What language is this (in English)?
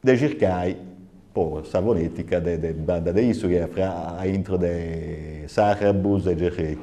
Sardinian